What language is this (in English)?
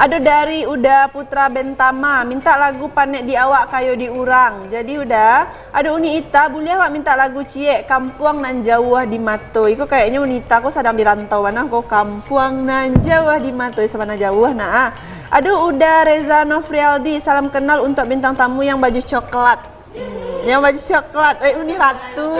Minangkabau